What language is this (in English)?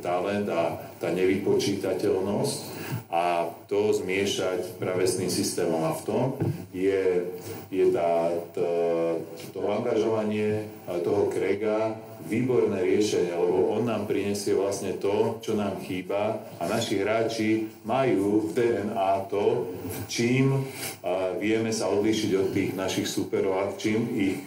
Slovak